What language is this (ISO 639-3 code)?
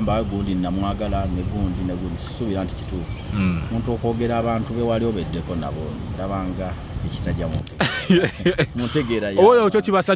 lug